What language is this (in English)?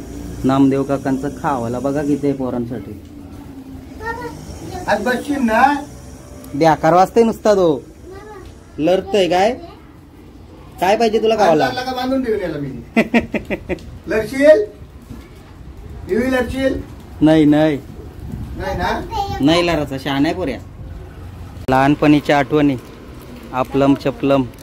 Marathi